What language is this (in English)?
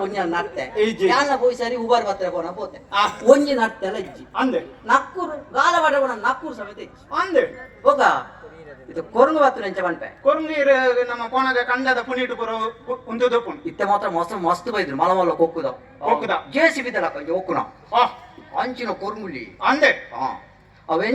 Tulu